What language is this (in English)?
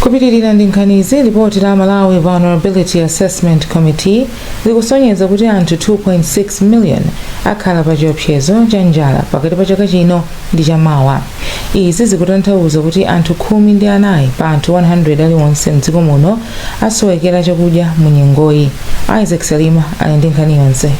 Nyanja